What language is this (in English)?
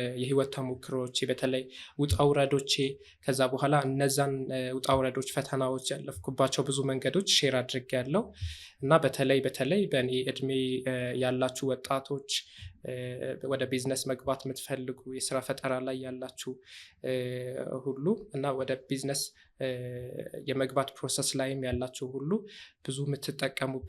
Amharic